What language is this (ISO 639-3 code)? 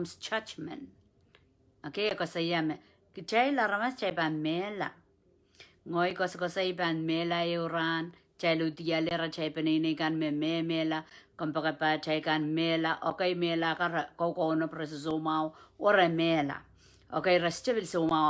pon